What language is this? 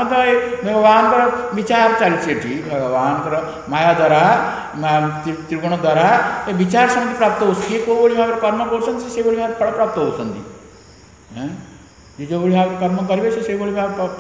Odia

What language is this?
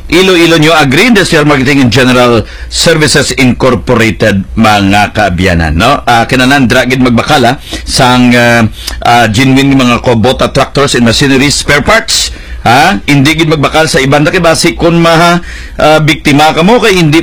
Hiligaynon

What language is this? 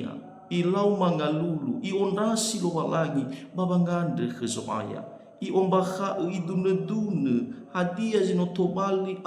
Nias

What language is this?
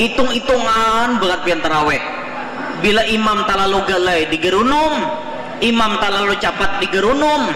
Banjar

